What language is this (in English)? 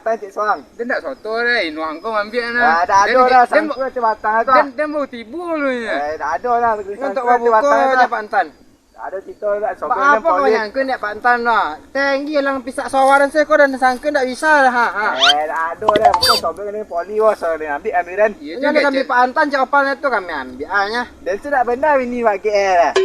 Minangkabau